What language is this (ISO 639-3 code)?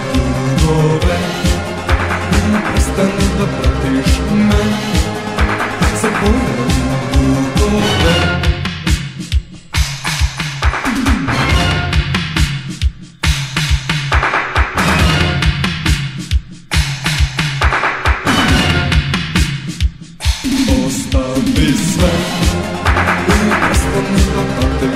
srp